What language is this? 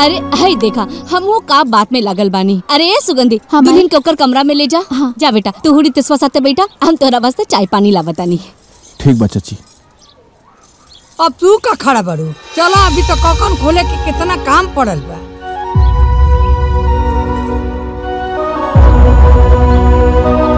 Bhojpuri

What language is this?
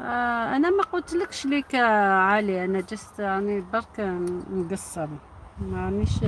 Algerian Arabic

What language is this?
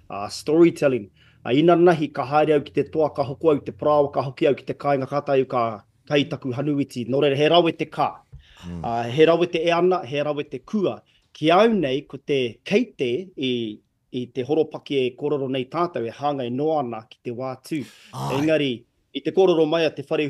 Māori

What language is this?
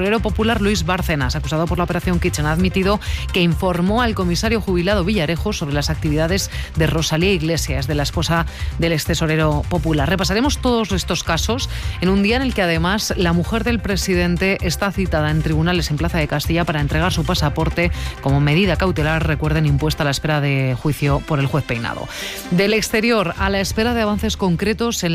Spanish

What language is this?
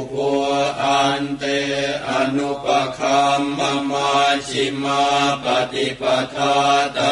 Pali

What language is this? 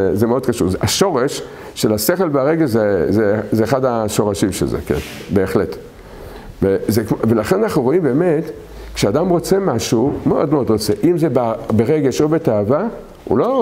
Hebrew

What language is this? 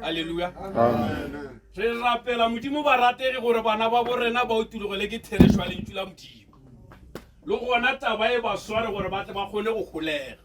Northern Sotho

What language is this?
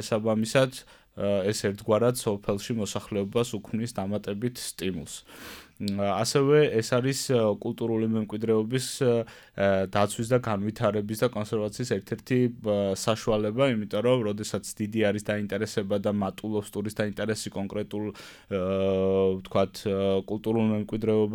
Georgian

